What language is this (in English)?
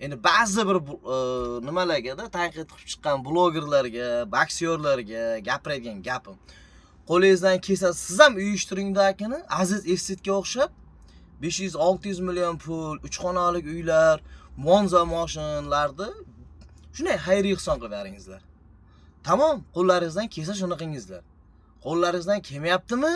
Uzbek